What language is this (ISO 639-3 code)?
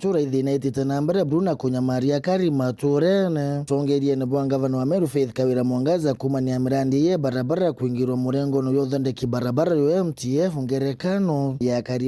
mer